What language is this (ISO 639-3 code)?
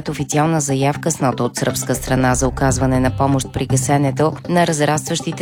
bul